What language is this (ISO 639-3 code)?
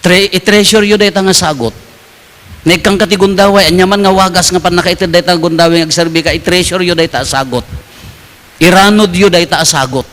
ilo